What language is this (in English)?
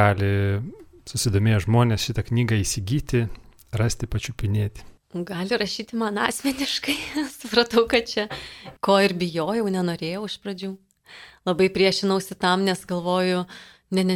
Lithuanian